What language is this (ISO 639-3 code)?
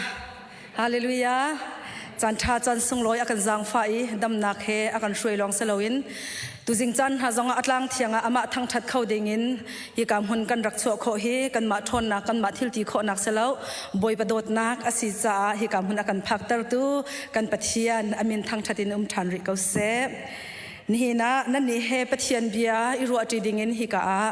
cnh